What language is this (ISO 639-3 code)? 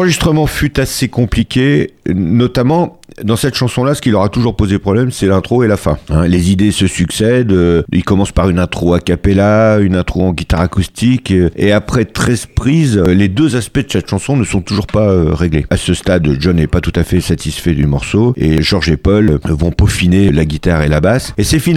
fra